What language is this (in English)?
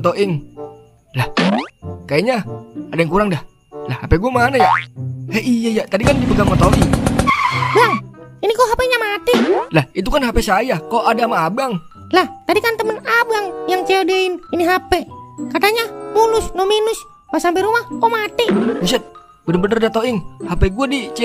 Betawi